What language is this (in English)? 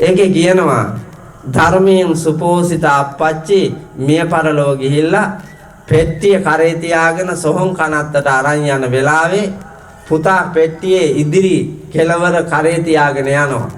Sinhala